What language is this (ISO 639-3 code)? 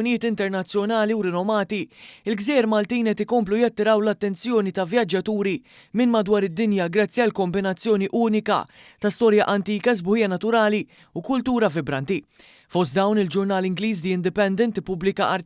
mlt